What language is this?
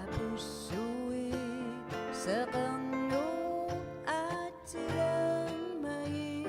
Kalaallisut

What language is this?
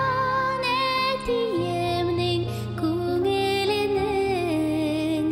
Tatar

